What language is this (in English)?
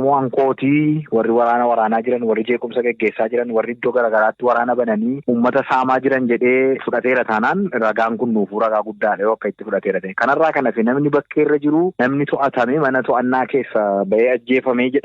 Oromo